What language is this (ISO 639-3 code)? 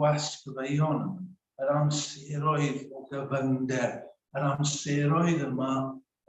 cym